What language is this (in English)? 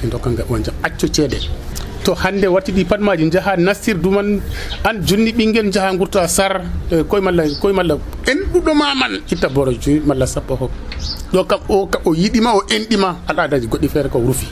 Nigerian Fulfulde